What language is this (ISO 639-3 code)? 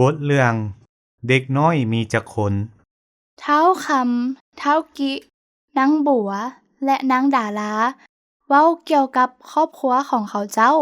lao